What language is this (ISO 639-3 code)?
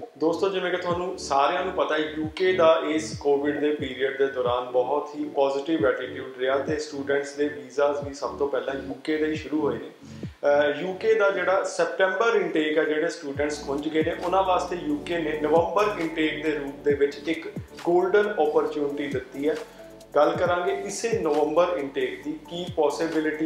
pan